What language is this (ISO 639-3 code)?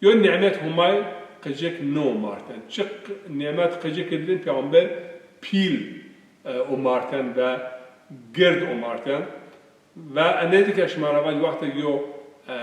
zza